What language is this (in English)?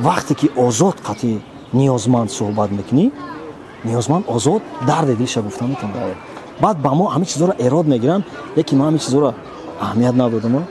Tajik